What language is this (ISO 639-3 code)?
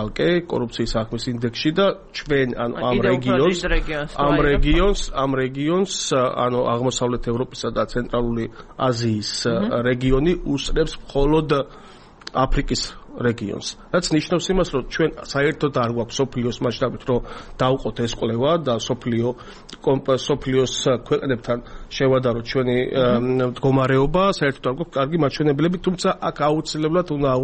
kat